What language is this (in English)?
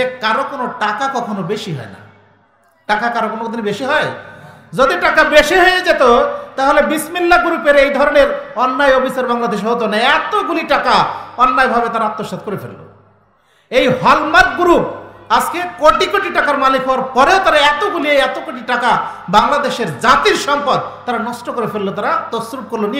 Bangla